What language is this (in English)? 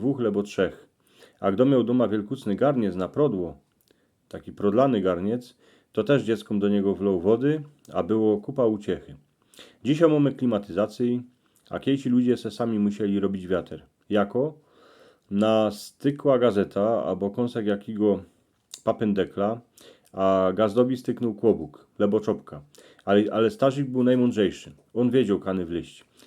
Silesian